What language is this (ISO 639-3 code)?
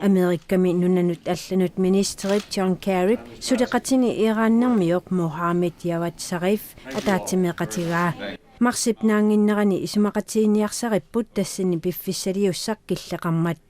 kal